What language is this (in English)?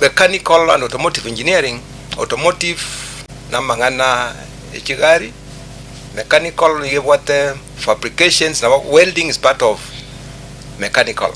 Gusii